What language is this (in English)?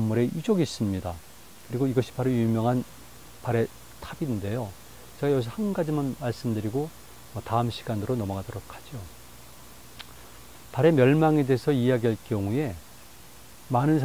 Korean